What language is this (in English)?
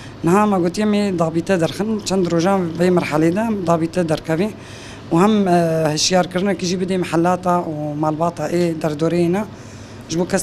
Kurdish